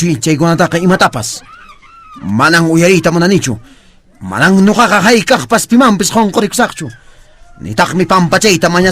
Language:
Quechua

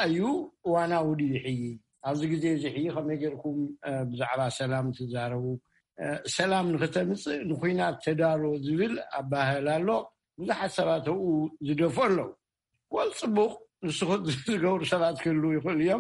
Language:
Tigrinya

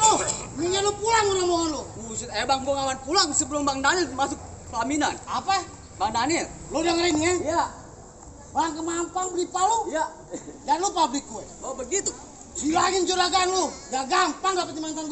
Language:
Betawi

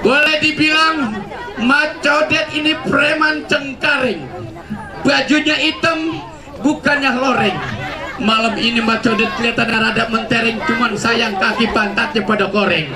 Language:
Betawi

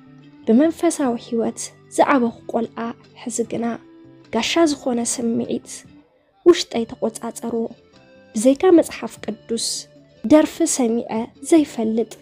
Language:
Tigrinya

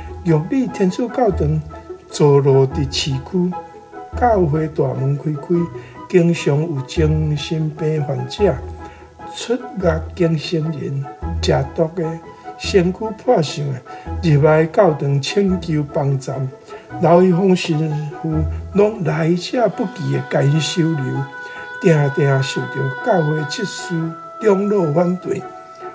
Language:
Min Nan Chinese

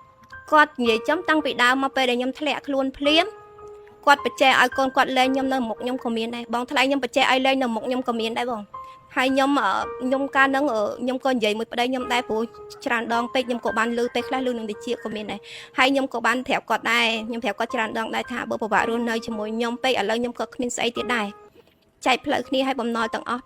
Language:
Khmer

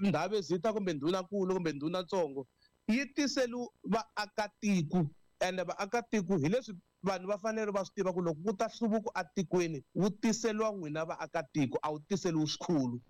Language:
Tsonga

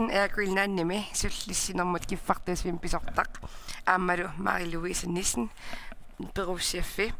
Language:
Kalaallisut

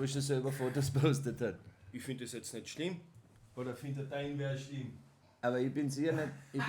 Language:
Bavarian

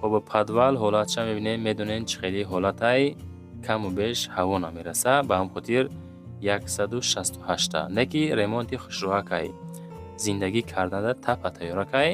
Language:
Tajik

